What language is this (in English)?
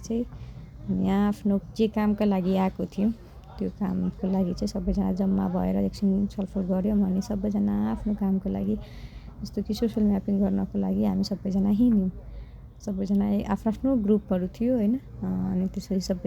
Nepali